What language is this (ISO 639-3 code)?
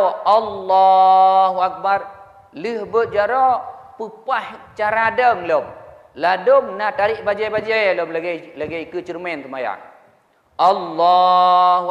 ace